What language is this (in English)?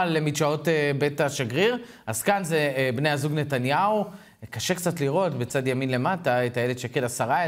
Hebrew